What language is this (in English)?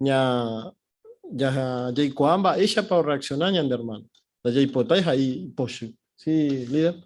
Guarani